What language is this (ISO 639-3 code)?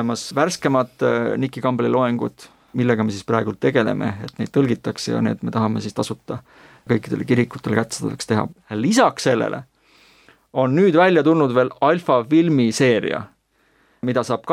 est